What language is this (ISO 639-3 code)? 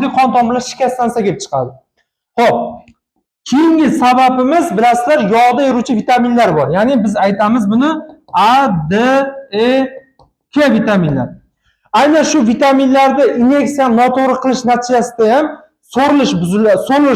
uzb